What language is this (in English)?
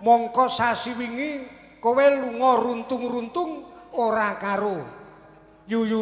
Javanese